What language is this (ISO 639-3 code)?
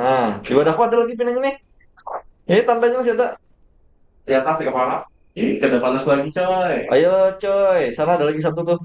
bjn